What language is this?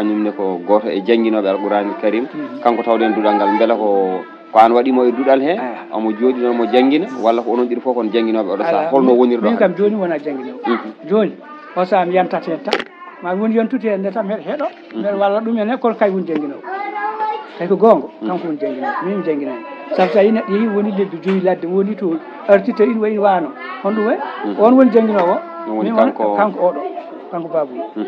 Fula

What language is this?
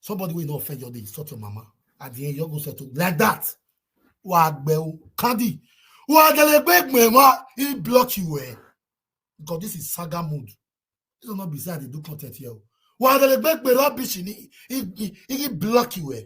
Nigerian Pidgin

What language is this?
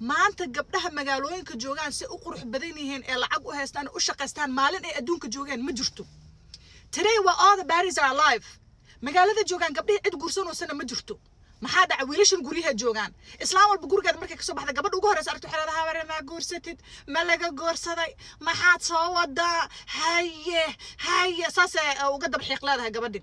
Somali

